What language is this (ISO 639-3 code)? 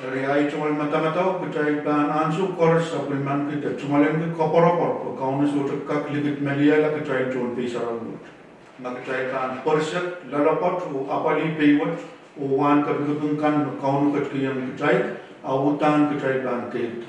pon